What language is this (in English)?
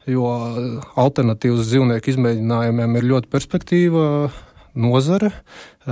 Latvian